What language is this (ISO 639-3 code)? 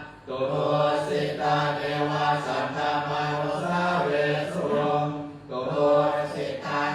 pli